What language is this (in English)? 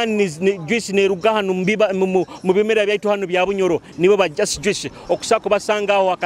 Nyoro